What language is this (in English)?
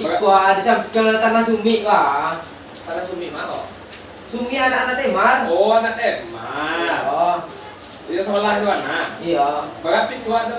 Minangkabau